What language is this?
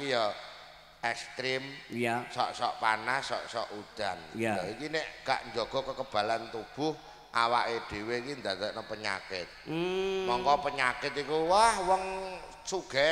Javanese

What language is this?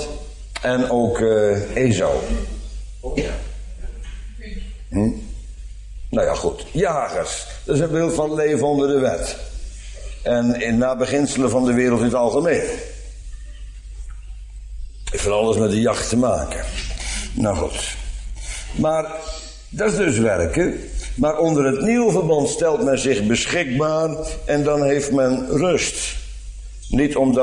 Dutch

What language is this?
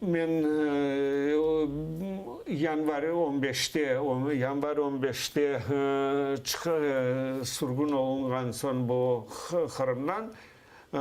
Crimean Tatar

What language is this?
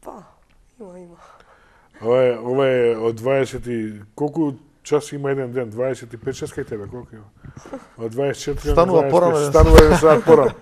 Macedonian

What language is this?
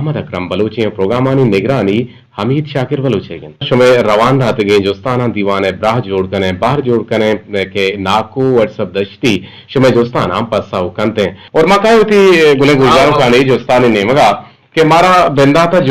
Eastern Balochi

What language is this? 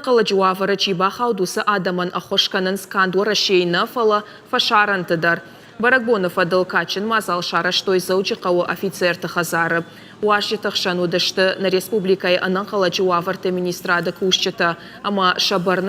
Ossetic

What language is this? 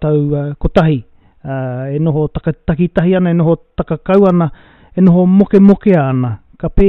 Māori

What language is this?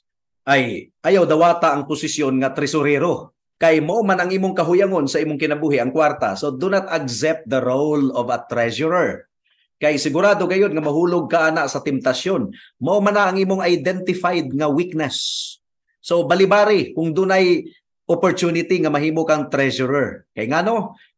Cebuano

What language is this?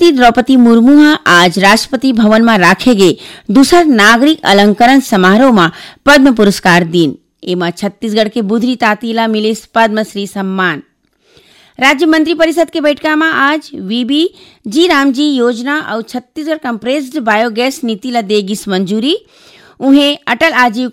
Chhattisgarhi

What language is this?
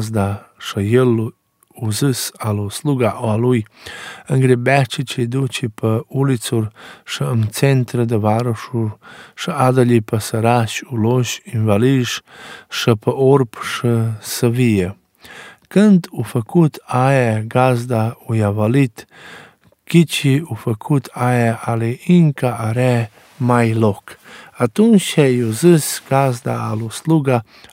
Romanian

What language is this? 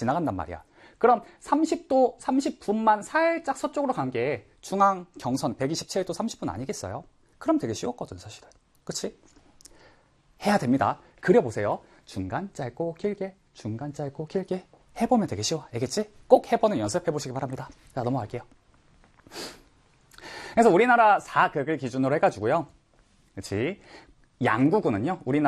Korean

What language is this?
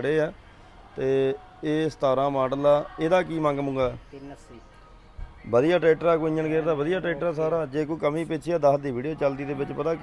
Punjabi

